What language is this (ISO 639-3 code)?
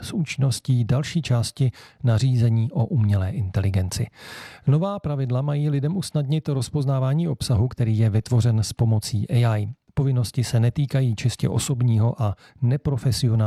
ces